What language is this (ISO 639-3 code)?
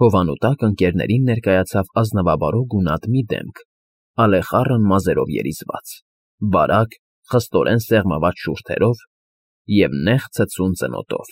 hye